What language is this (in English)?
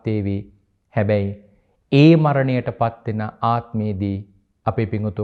Sinhala